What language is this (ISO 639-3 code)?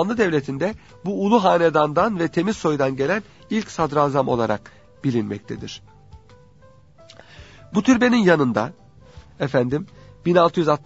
tur